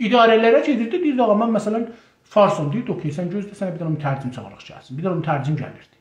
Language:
South Azerbaijani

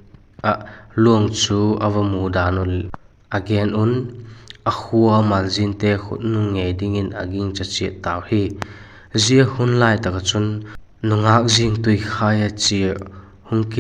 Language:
Vaiphei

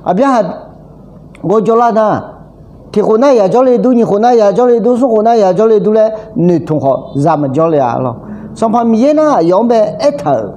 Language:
Akha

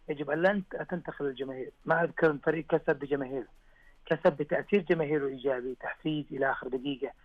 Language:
Arabic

